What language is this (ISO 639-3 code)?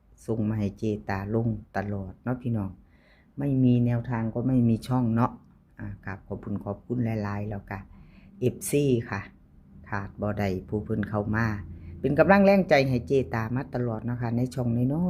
tts